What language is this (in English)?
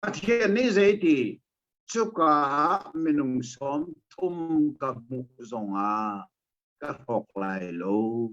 Hakha Chin